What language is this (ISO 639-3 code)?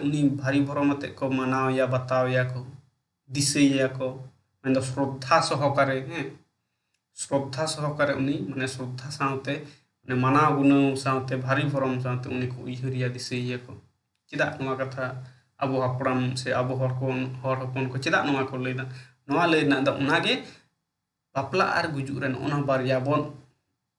sat